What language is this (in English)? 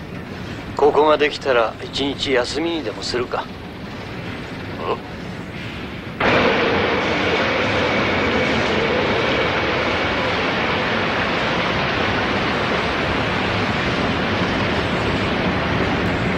Japanese